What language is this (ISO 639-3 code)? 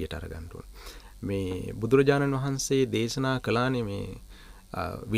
sin